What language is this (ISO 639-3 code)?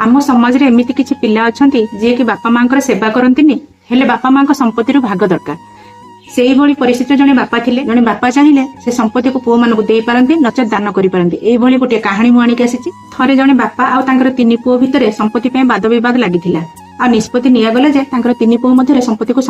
ori